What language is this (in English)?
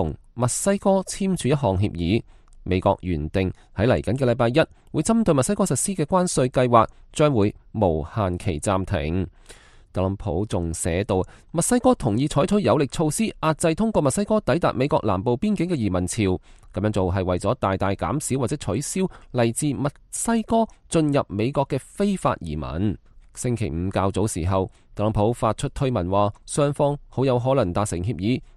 Cantonese